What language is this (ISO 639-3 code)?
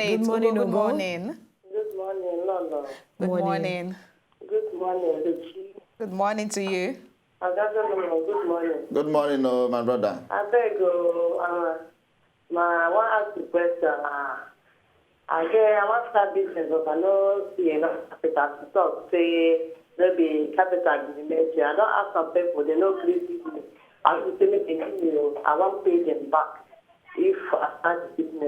pcm